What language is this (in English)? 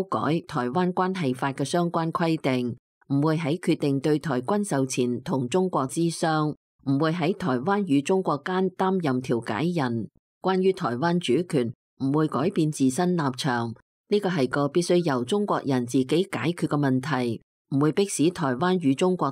Cantonese